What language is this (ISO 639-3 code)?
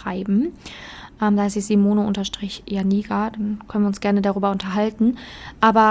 deu